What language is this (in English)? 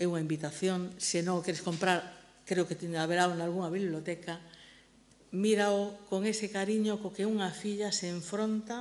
Galician